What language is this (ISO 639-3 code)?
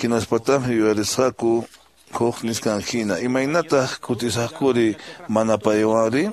que